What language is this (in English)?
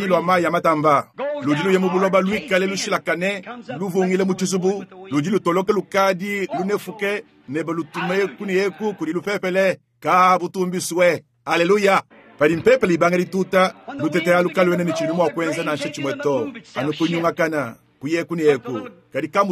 Luba-Lulua